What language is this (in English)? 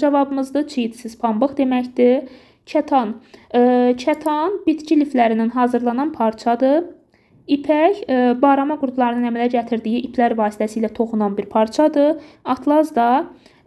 Azerbaijani